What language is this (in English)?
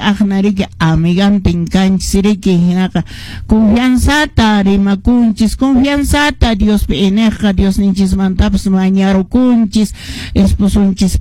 Quechua